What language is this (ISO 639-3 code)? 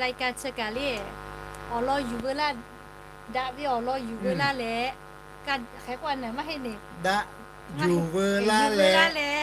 lhu